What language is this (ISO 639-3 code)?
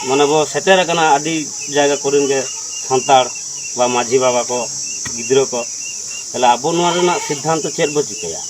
sat